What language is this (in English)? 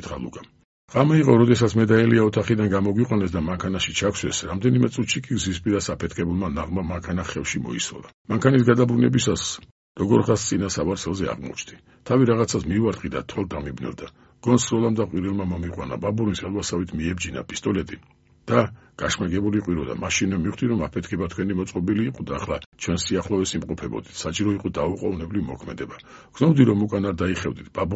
Georgian